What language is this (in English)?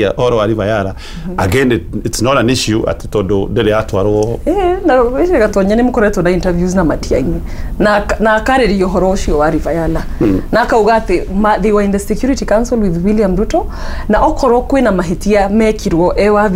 Kikuyu